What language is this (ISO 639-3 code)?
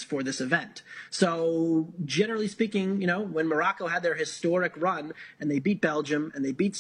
eng